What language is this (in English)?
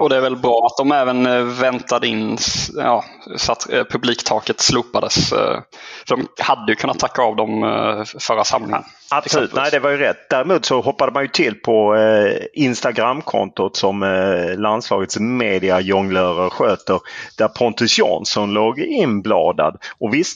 Swedish